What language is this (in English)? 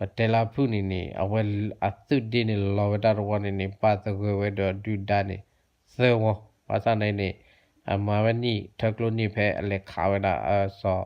S'gaw Karen